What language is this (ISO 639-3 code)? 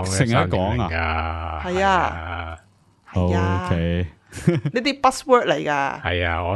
yue